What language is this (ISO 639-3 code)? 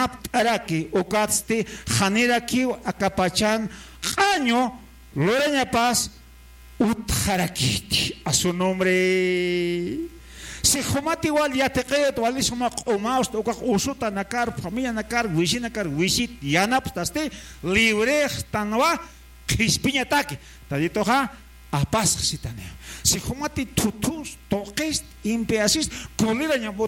aym